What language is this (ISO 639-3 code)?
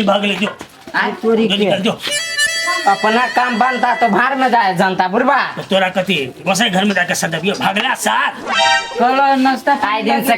mai